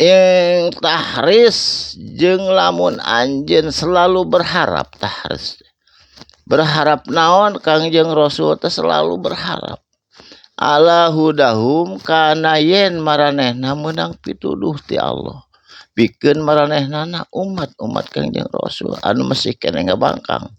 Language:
Sundanese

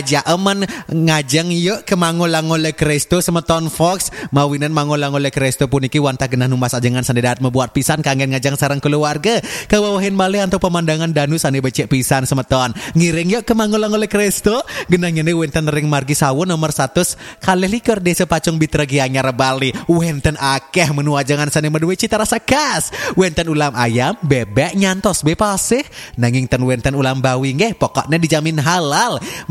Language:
Balinese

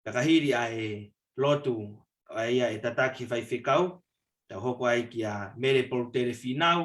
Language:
Tongan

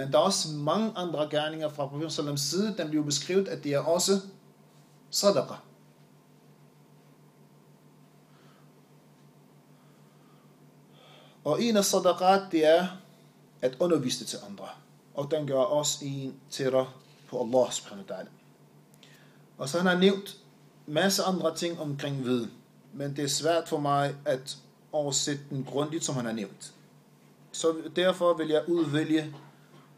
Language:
Danish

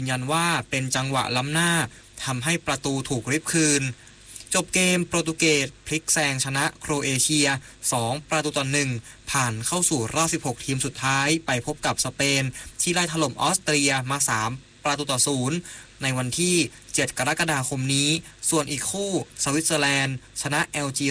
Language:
Thai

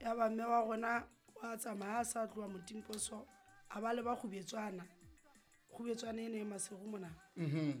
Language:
Southern Sotho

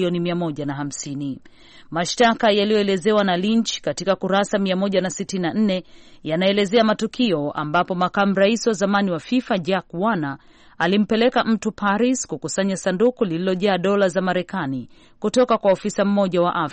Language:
Swahili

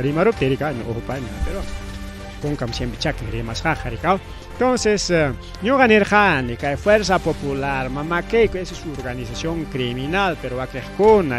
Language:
Ayacucho Quechua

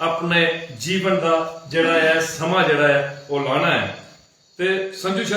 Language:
Dogri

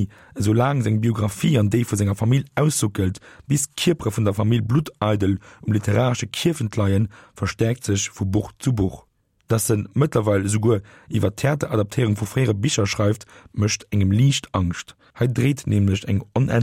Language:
Luxembourgish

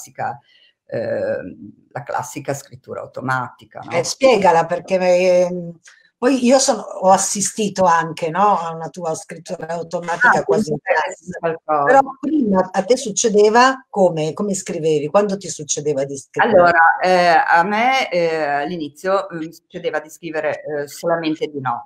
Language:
Italian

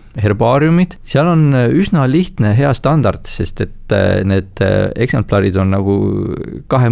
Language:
Estonian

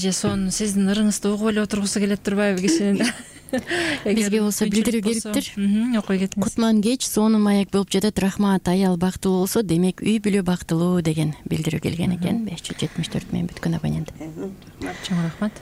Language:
Kyrgyz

